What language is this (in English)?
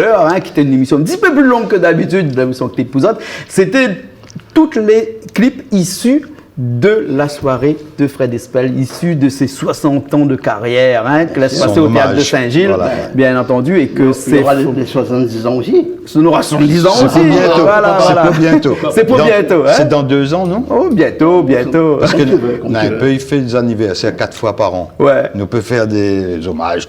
Réunion Creole French